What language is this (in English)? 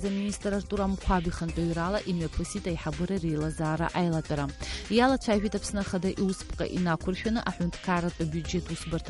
Abkhazian